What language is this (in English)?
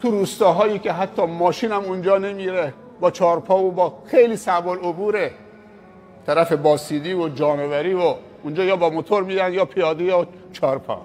Persian